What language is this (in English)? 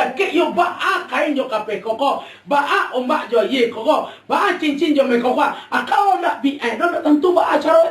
Minangkabau